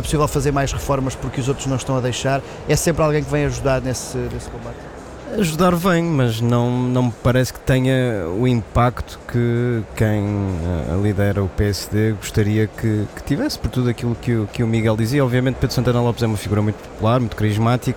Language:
Portuguese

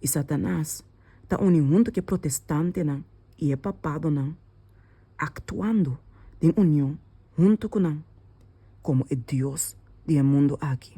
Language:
Papiamento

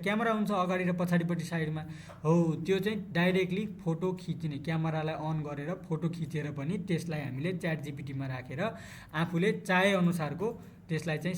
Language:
Nepali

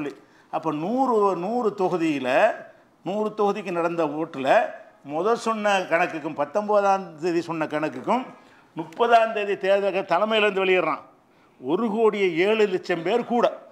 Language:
Tamil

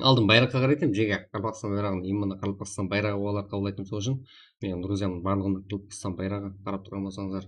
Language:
Kara-Kalpak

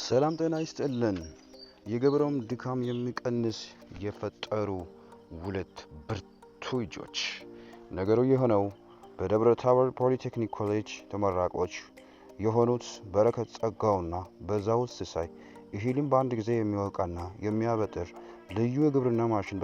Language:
Amharic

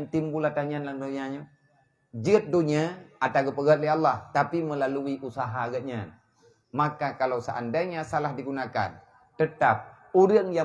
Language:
Achinese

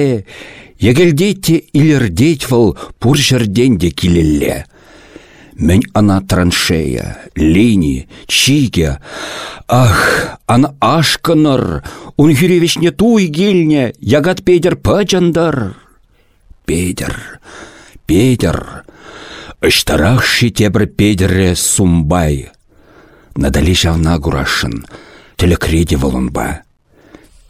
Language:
Chuvash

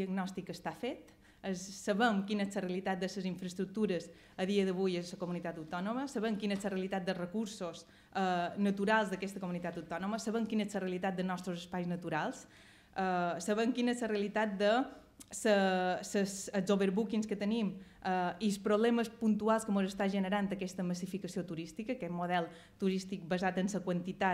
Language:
Catalan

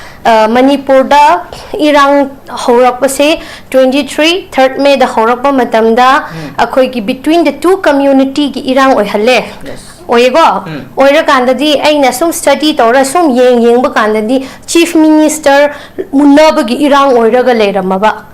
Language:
Manipuri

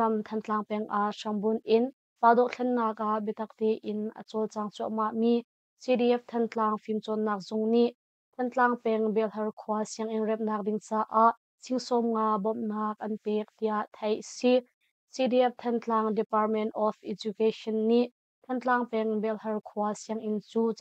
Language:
Hakha Chin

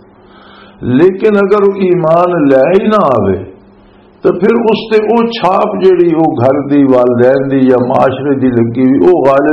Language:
Western Panjabi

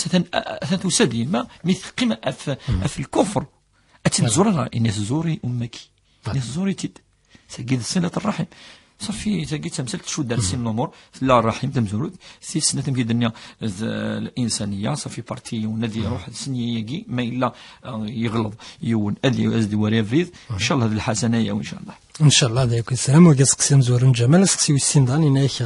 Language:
Kabyle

